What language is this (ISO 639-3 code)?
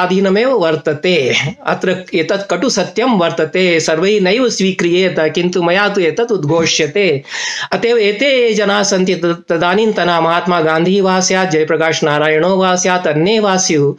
san